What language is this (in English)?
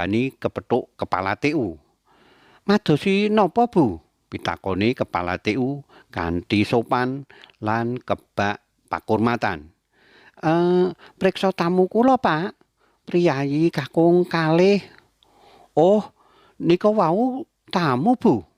Javanese